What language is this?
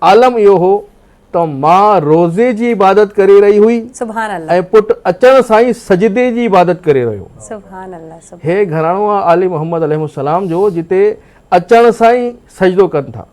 Sindhi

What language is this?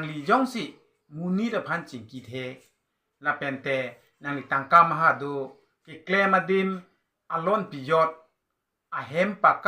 Karbi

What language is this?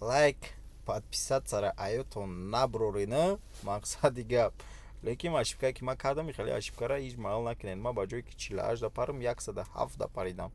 Tajik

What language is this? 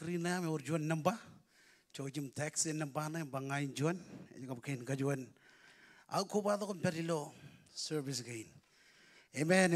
Marshallese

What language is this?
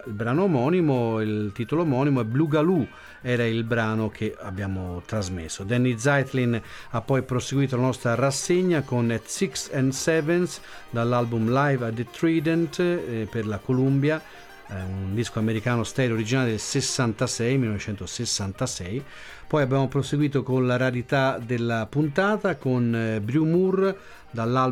Italian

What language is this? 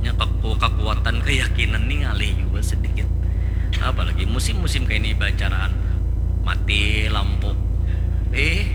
Banjar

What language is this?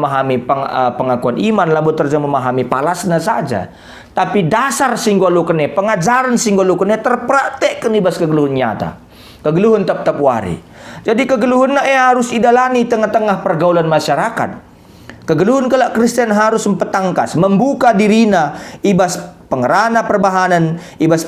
Batak Karo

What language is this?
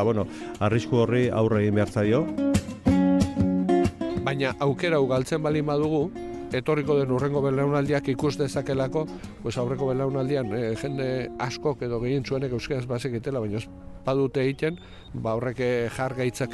Basque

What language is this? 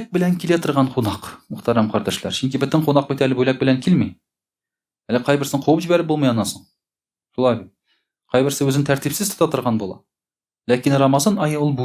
Tatar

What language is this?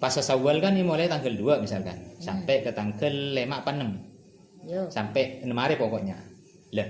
Madurese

